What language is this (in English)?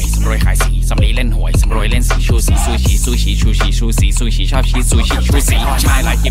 Thai